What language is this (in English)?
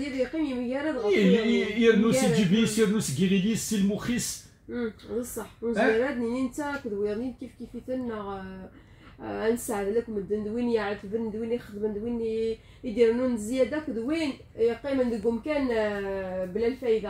Kabyle